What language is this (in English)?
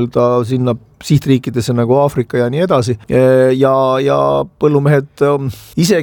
Estonian